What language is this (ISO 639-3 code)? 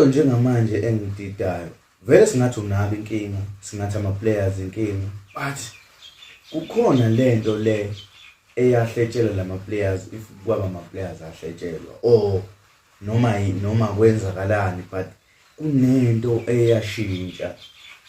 zul